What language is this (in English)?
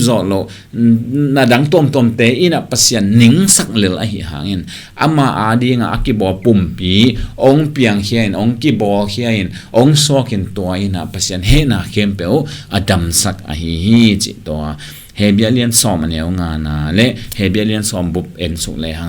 Tedim Chin